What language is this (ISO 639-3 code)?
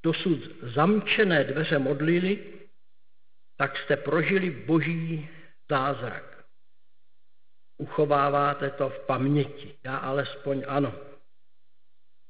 ces